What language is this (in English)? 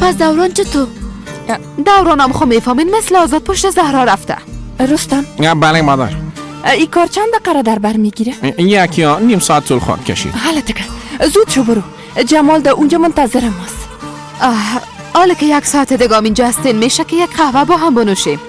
Persian